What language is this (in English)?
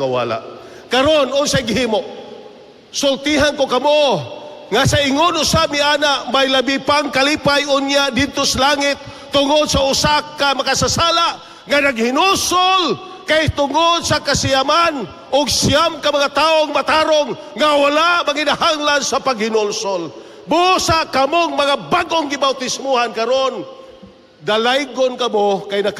Cebuano